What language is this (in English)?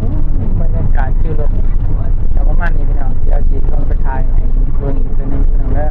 Northeastern Thai